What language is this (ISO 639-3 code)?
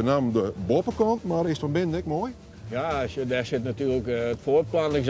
fry